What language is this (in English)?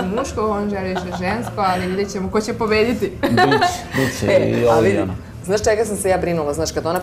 Serbian